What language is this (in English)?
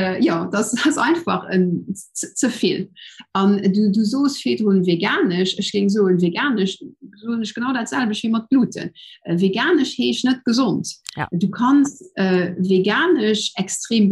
Luxembourgish